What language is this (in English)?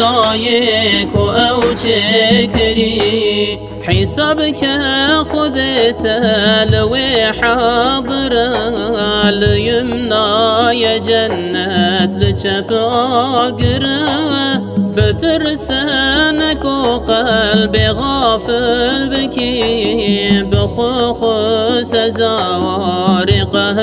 Kurdish